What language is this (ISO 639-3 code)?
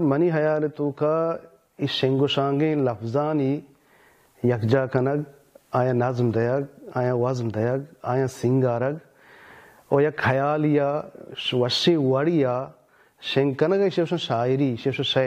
bal